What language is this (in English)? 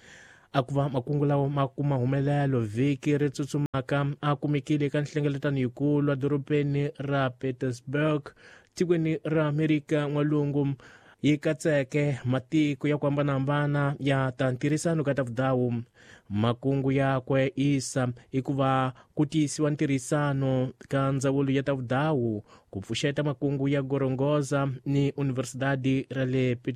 Tsonga